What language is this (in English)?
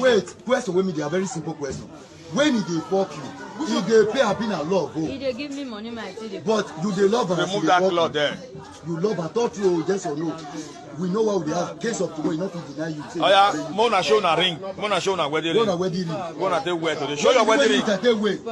Nigerian Pidgin